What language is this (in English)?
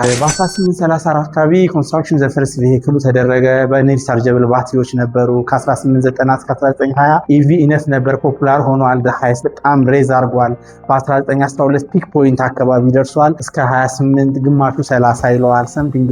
Amharic